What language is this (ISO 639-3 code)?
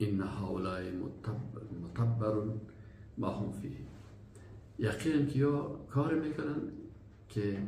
fas